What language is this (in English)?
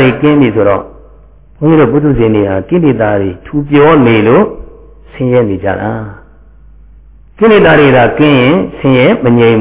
Burmese